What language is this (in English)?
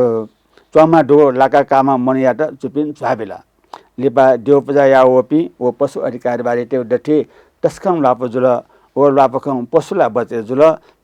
Newari